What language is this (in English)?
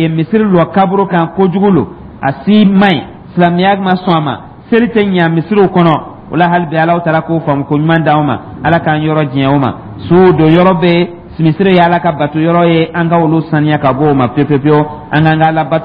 Dyula